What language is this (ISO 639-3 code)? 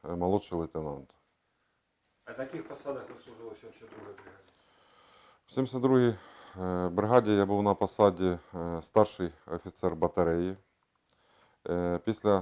ukr